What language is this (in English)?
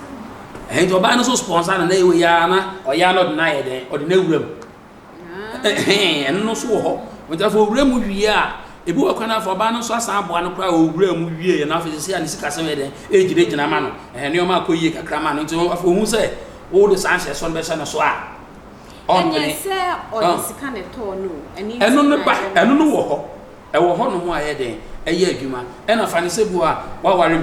Akan